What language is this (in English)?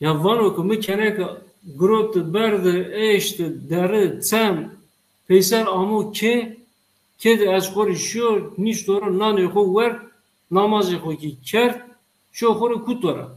Zaza